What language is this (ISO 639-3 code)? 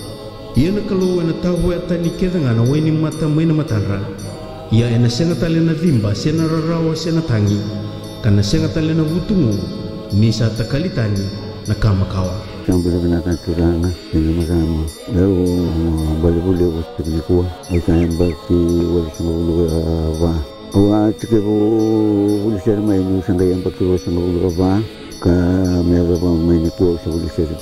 fij